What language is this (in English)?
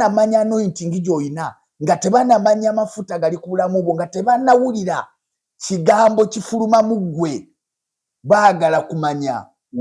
Ganda